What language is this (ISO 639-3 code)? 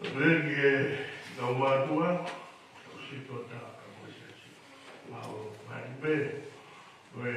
ton